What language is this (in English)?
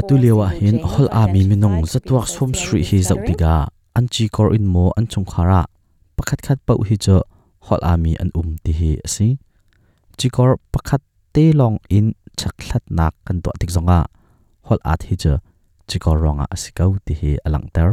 Hakha Chin